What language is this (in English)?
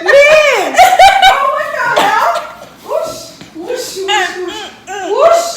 Haitian Creole